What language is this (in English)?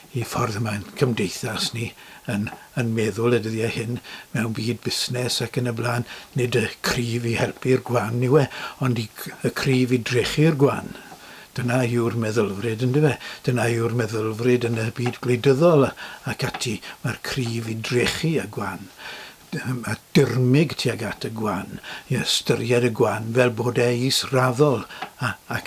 Welsh